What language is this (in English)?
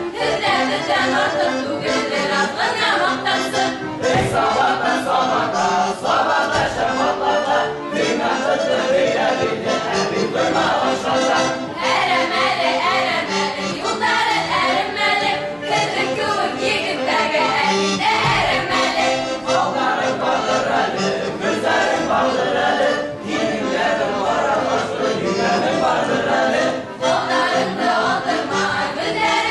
Bashkir